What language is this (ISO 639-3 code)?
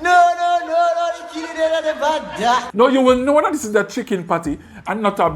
jam